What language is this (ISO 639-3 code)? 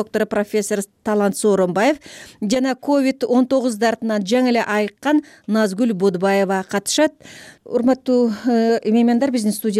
kir